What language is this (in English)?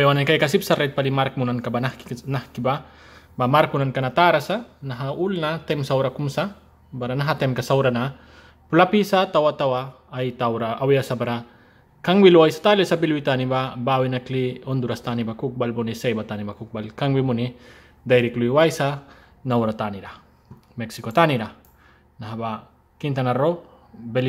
Mískito